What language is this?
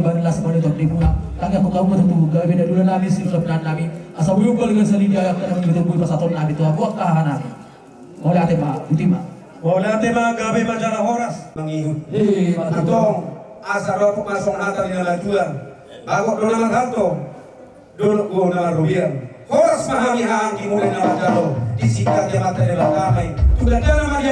Batak Toba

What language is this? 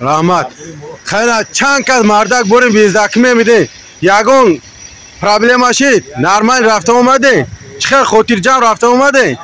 Tajik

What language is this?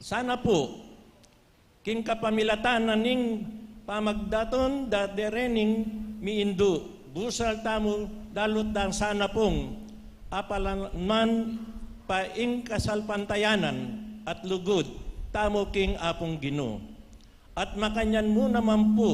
Pampanga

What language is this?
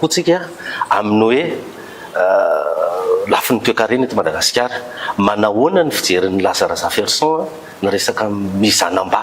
Malagasy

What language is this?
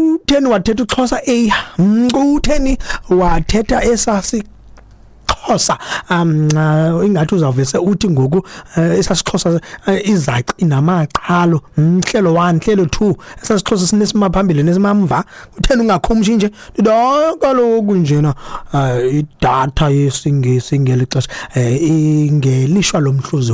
Xhosa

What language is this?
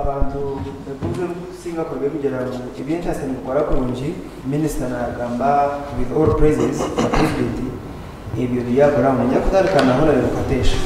Nyankole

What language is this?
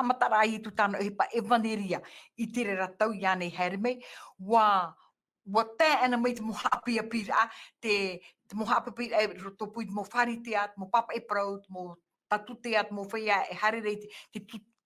Tahitian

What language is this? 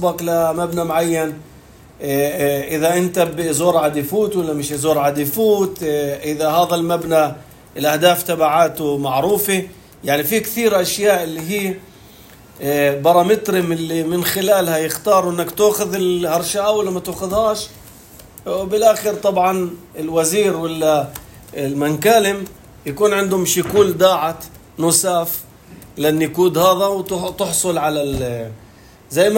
North Levantine Arabic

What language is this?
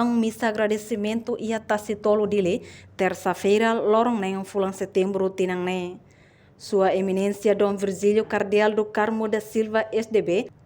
Tetum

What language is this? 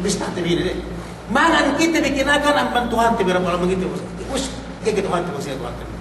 Yakan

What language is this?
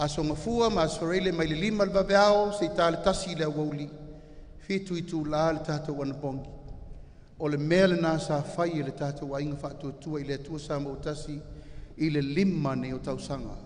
Samoan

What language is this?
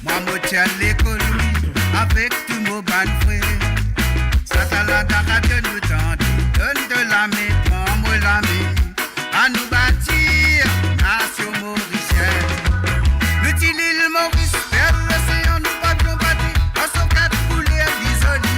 Morisyen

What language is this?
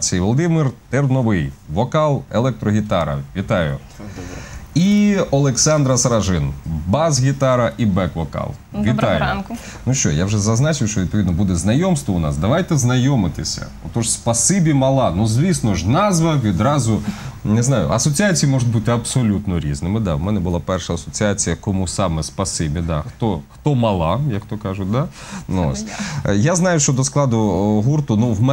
Ukrainian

